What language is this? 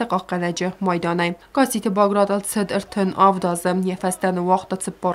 Ossetic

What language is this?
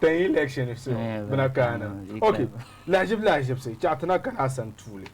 Dagbani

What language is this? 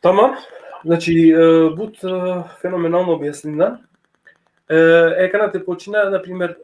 Balkan Romani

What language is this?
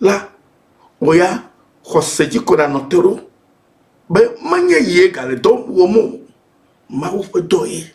Ewe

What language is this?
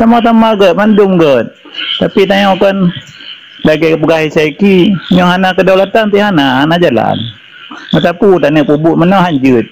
Achinese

